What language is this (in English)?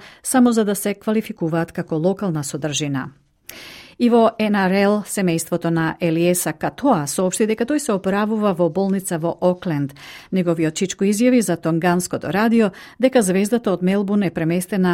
Macedonian